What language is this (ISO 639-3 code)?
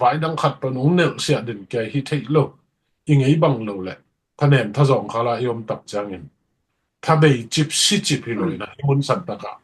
ctd